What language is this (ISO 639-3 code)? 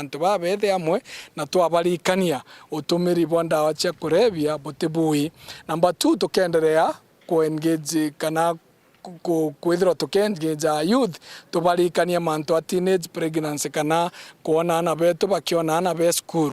mer